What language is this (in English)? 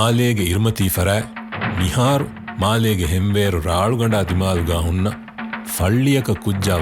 Divehi